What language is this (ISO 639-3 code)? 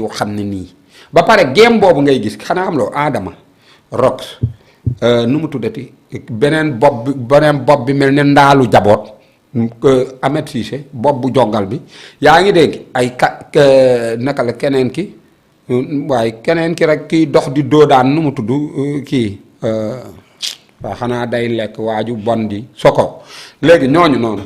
wol